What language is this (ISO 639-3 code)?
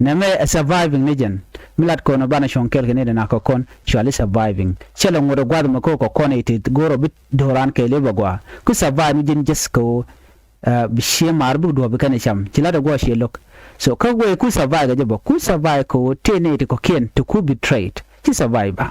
nus